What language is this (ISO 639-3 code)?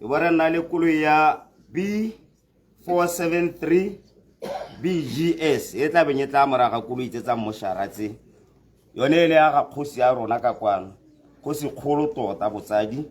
tsn